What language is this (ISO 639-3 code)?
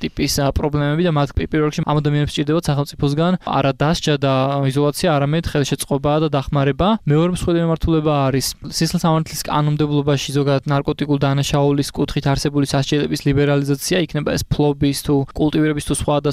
kat